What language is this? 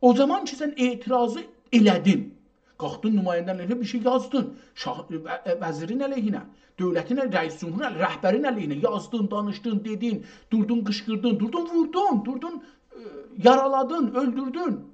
South Azerbaijani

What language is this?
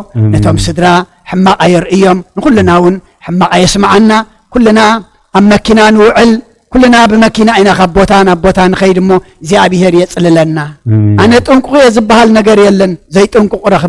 Tigrinya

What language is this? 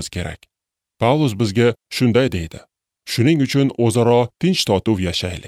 Uzbek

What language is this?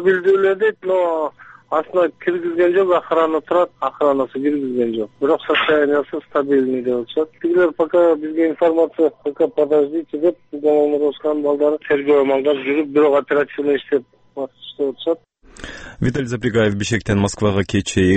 Kyrgyz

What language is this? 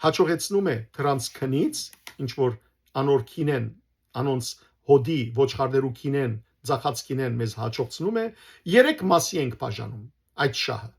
Western Armenian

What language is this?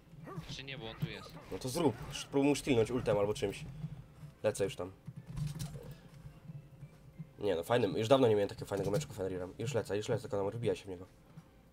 Polish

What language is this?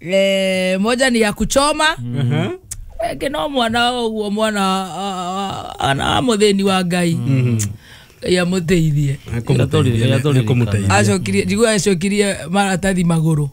Kikuyu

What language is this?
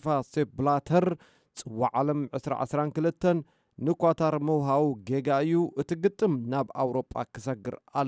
Tigrinya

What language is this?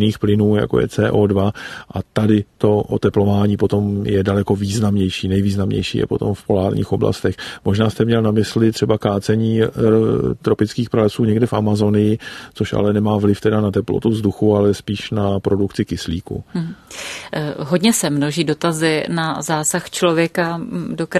Czech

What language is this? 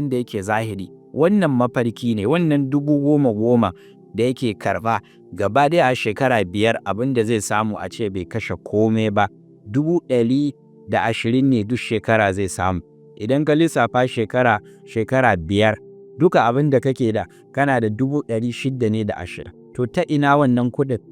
Hausa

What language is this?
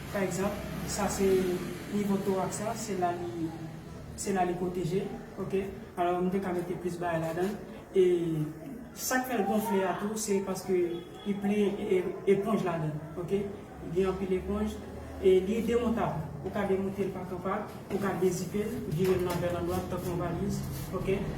Haitian Creole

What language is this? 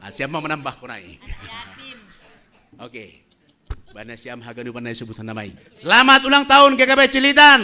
Batak Simalungun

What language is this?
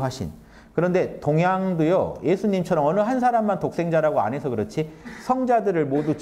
Korean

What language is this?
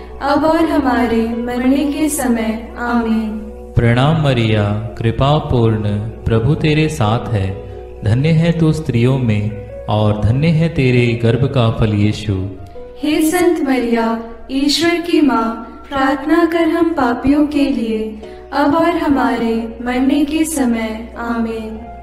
Hindi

